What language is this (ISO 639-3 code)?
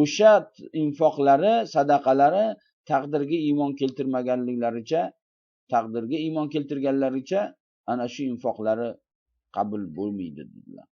uzb